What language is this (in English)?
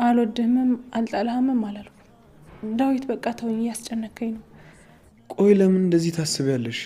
Amharic